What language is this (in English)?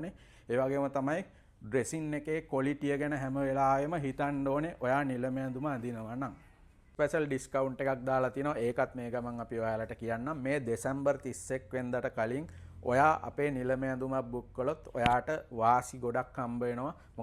Sinhala